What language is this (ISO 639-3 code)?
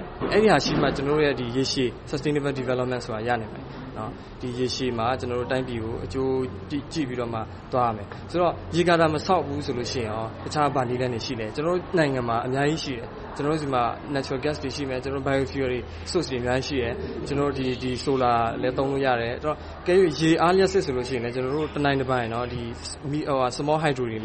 mya